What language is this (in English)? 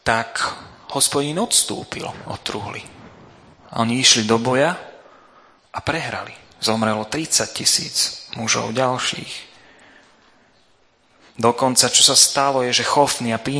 Slovak